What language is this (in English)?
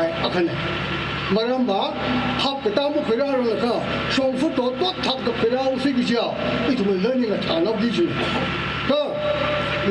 Tangkhul Naga (India)